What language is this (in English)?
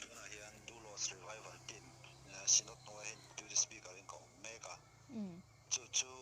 Mizo